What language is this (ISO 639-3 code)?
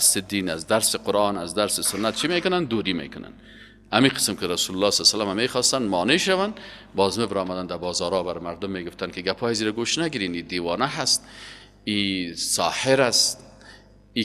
fas